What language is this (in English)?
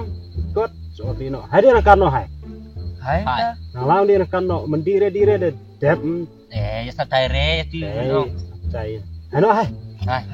Khasi